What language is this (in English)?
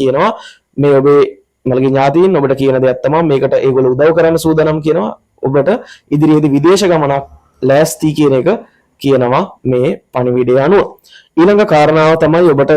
Sinhala